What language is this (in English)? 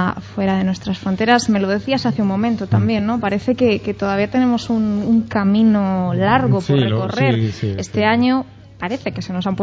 Spanish